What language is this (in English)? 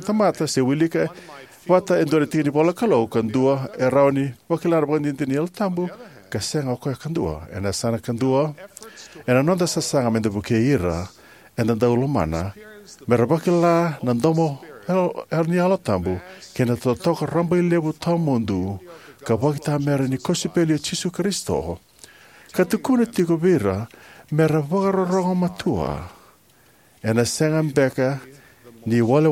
Fijian